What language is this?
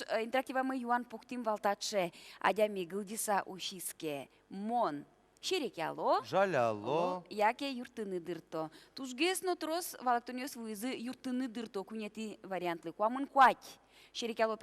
Udmurt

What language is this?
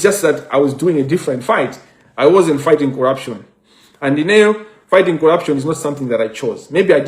Nyanja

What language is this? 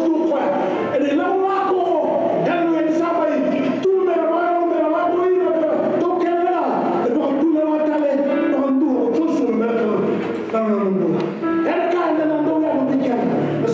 Fijian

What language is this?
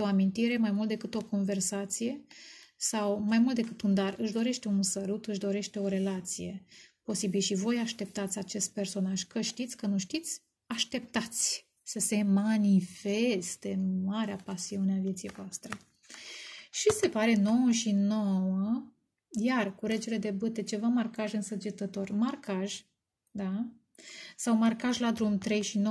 Romanian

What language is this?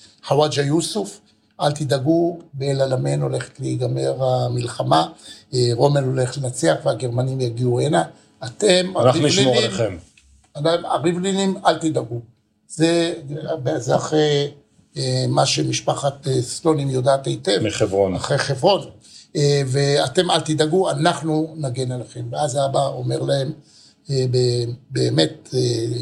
Hebrew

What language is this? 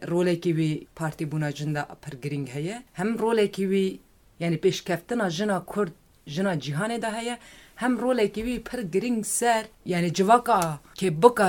Kurdish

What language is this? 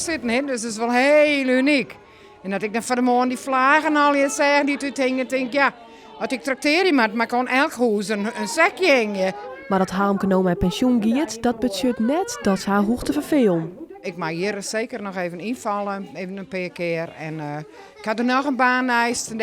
Western Frisian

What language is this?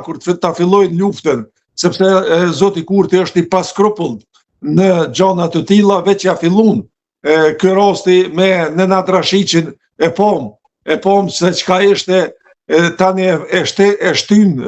Albanian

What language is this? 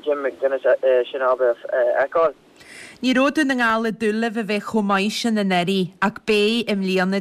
Irish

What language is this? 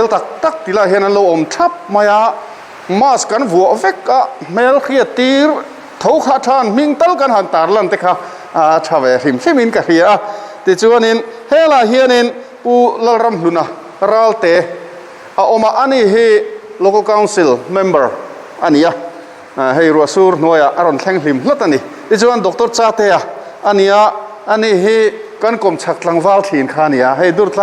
Mizo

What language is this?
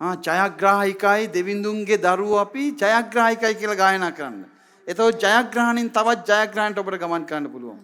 Sinhala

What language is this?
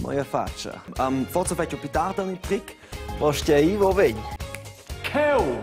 Romansh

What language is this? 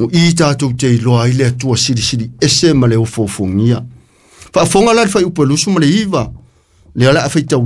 Samoan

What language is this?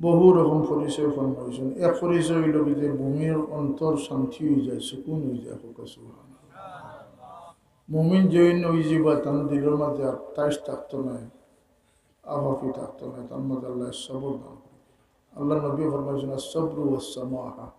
Sylheti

